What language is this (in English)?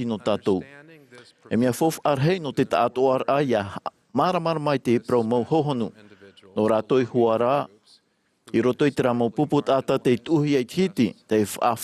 Tahitian